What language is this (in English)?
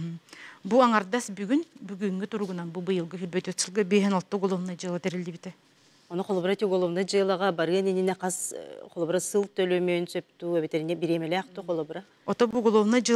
Yakut